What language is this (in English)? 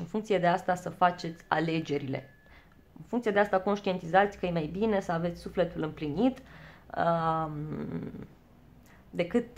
Romanian